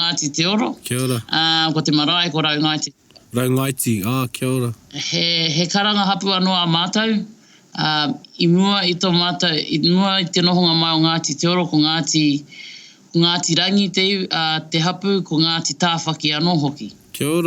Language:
Māori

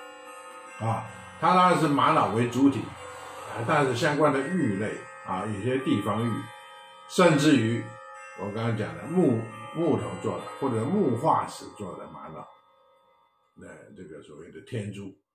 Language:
Chinese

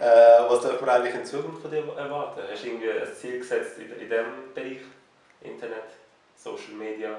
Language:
Swiss German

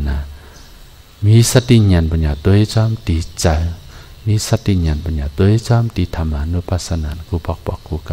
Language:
Shan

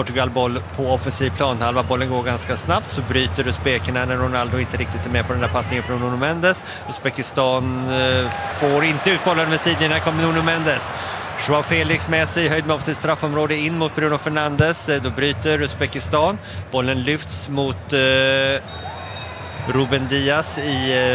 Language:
Swedish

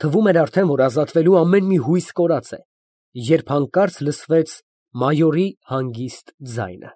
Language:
Armenian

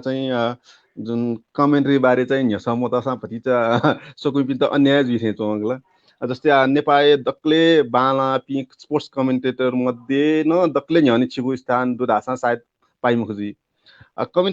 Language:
Newari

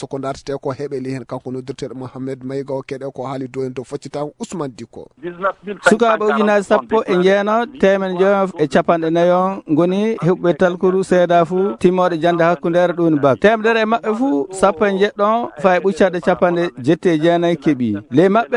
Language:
Fula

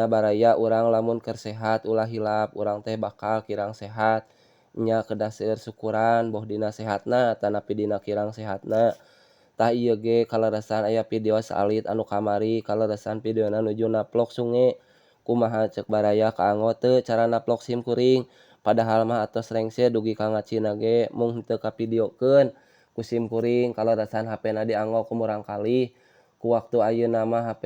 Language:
Sundanese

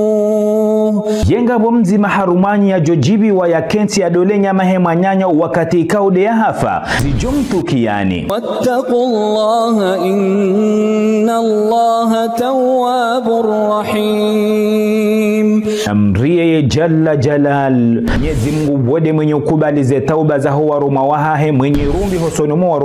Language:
Ngazidja Comorian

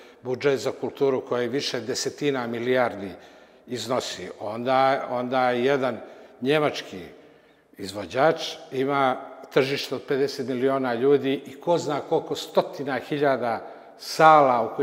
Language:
Serbian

